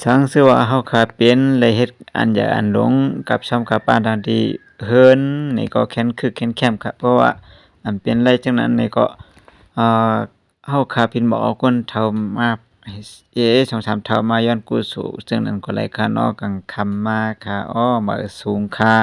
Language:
Shan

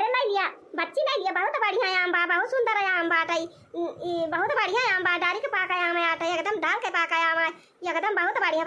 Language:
Awadhi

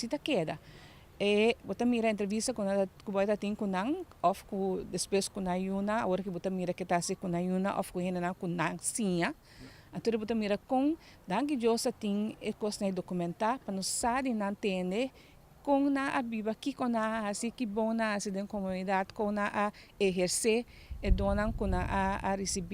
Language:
Papiamento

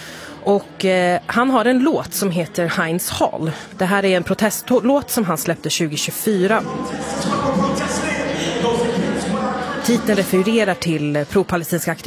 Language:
Swedish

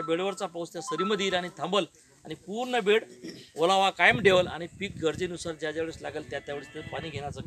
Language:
Marathi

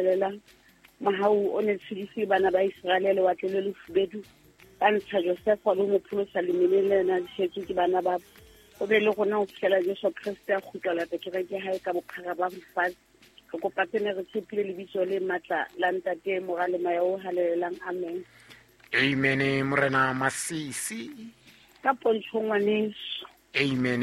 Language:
Southern Sotho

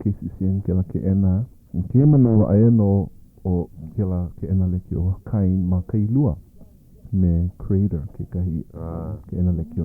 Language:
Hawaiian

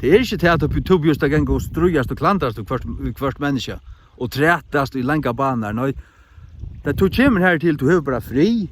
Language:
Faroese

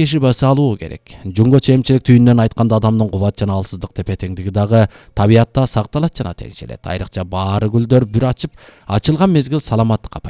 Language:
Kyrgyz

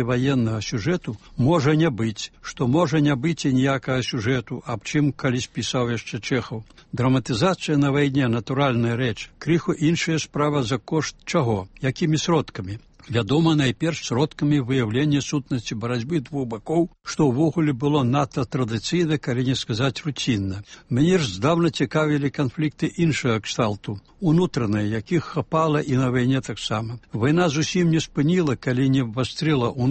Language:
Belarusian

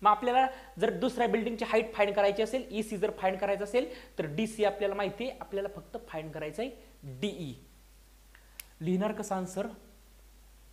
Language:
Marathi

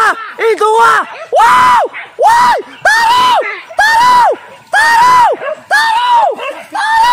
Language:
Minangkabau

